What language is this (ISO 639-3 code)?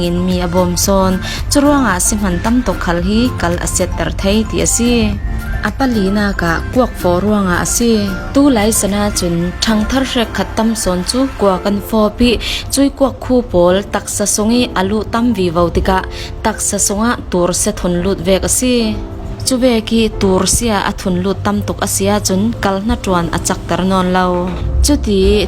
cfm